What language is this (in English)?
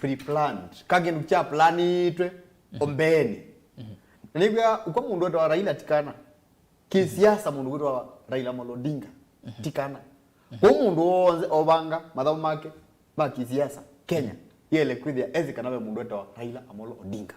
Kamba